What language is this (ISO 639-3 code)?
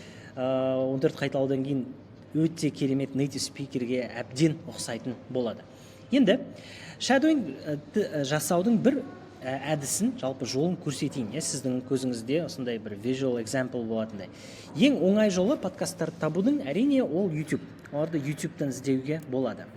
kaz